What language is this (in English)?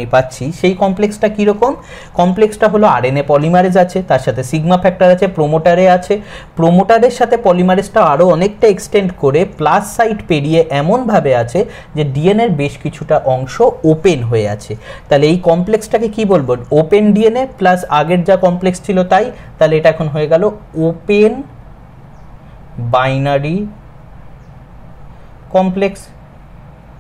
Bangla